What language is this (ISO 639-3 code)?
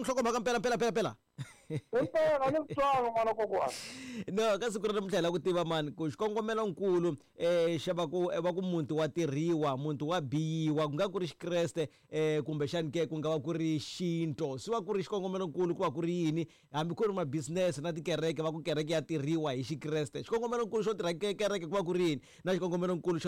tso